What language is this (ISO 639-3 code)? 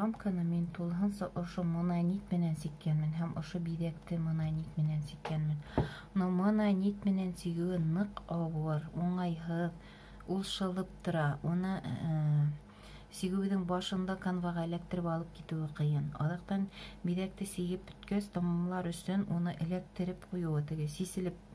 bak